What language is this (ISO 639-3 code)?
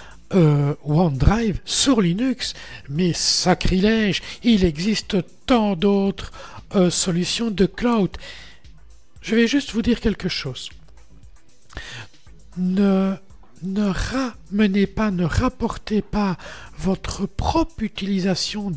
fra